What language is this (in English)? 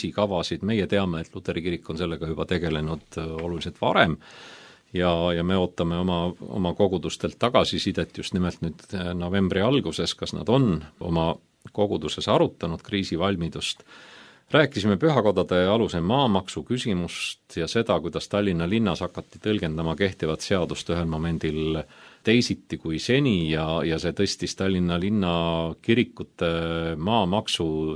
Estonian